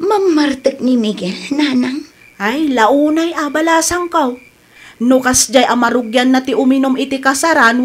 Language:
Iloko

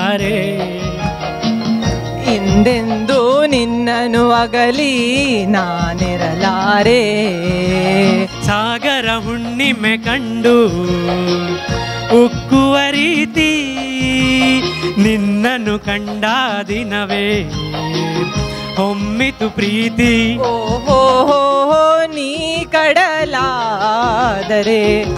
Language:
Kannada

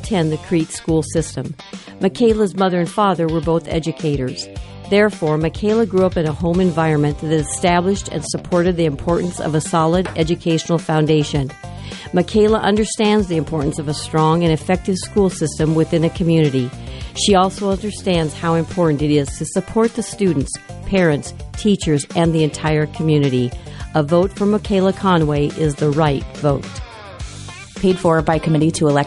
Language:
English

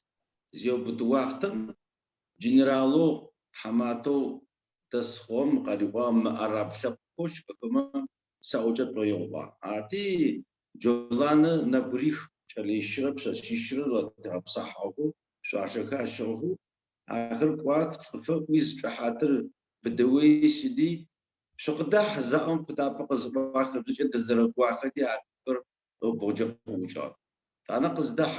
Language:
Adyghe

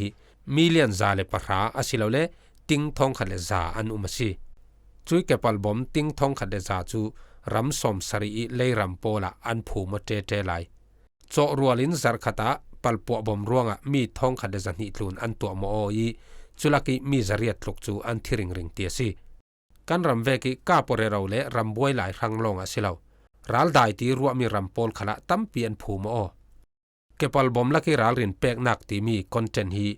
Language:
Falam Chin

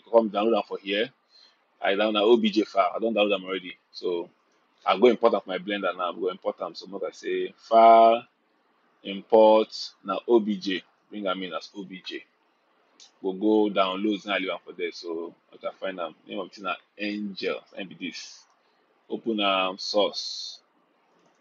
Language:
Nigerian Pidgin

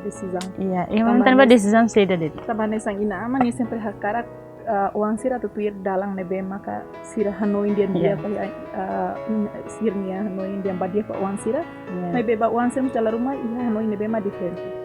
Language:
Tetum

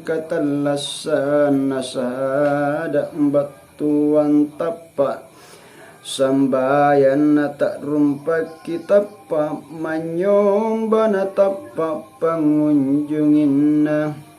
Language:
Makasar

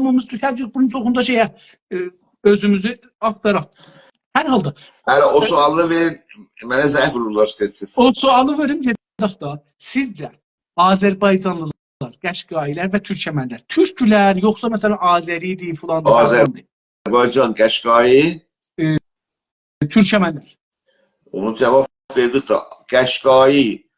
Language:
South Azerbaijani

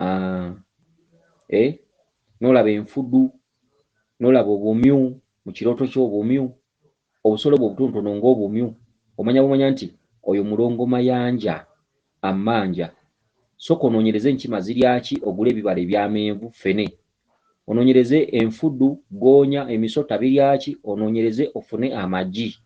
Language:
Ganda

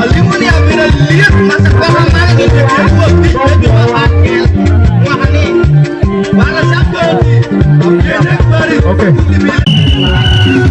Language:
Acoli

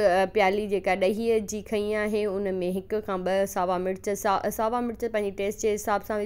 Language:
Sindhi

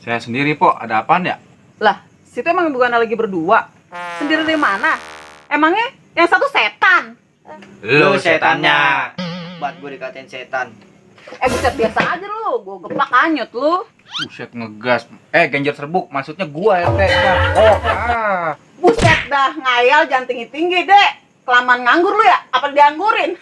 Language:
Betawi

